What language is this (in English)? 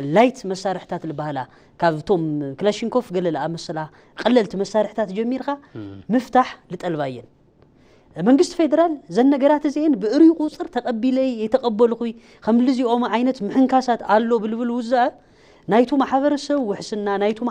Tigrinya